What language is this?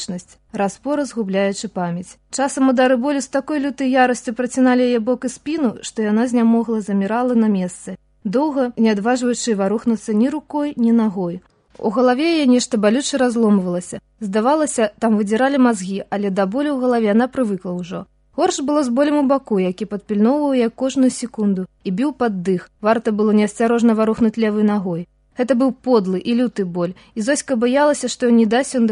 Belarusian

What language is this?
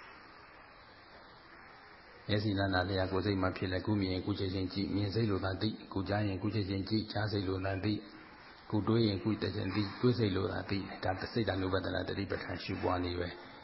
Burmese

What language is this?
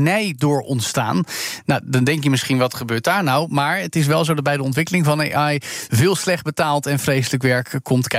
Dutch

